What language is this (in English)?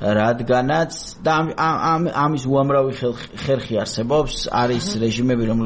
Georgian